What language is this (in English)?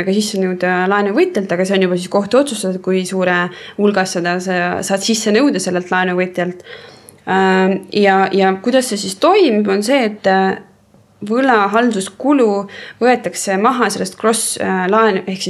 Estonian